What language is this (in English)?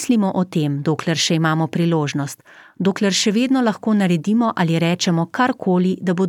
Slovenian